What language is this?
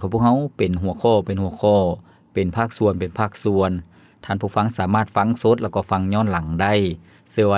Lao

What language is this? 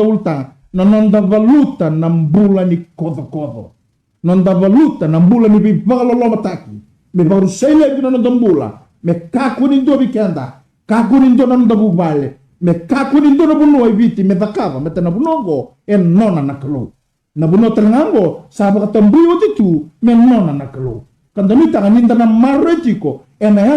Fijian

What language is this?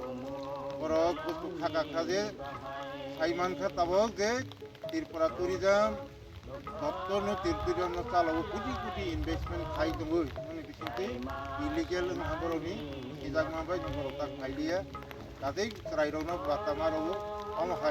Riang (India)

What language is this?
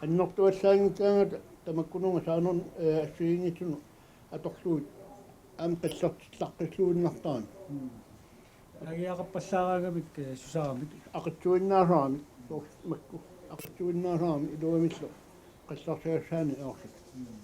Kalaallisut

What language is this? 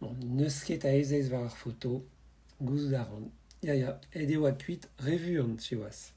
Breton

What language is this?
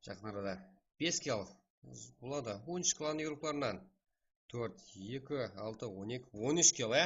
Kara-Kalpak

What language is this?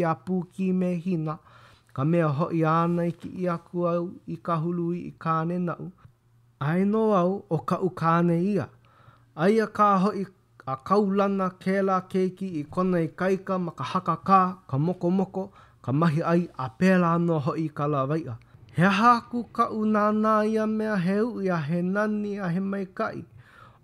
Hawaiian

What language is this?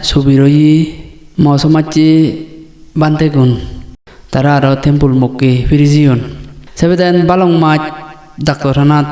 Chakma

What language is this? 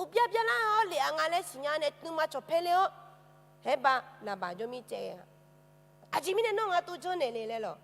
Akha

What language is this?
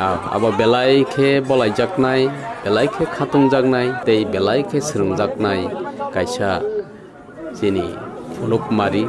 Kok Borok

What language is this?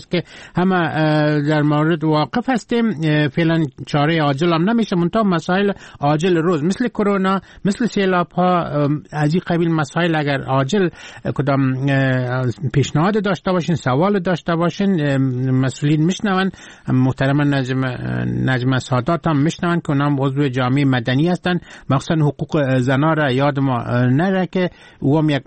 Persian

